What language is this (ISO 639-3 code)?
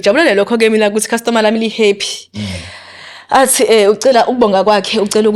zul